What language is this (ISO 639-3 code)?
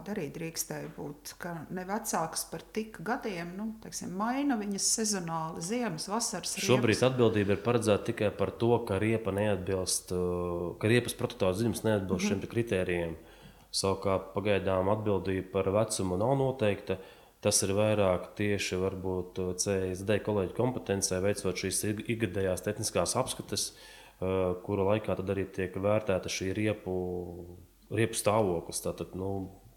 lav